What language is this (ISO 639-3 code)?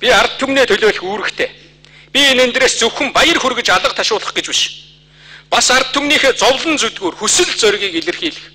mon